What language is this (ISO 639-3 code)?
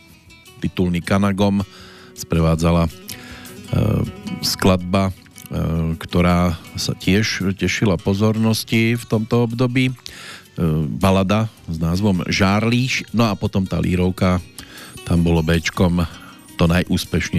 slk